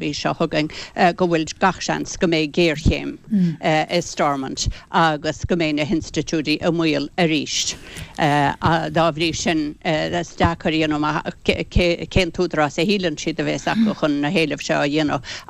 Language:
Irish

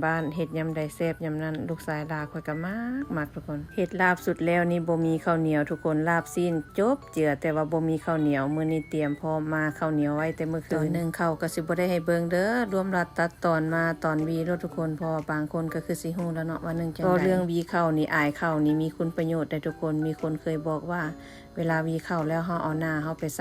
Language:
Lao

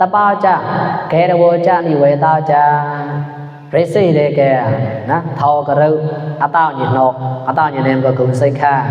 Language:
Mon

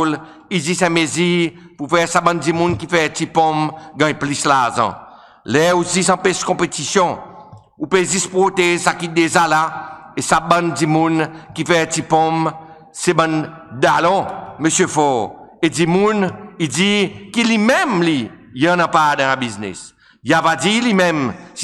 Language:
Seselwa Creole French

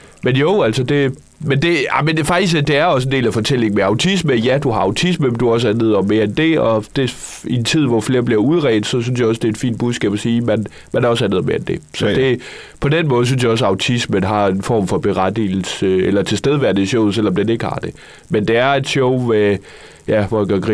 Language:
Danish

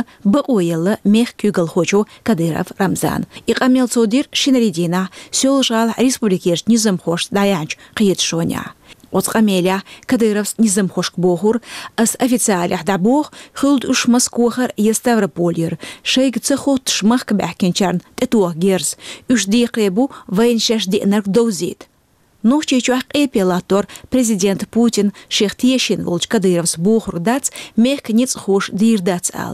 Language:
Chechen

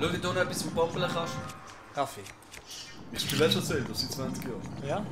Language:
Swiss German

